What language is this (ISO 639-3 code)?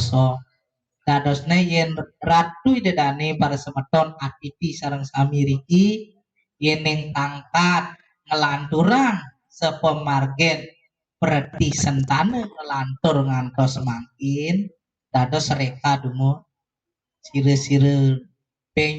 ban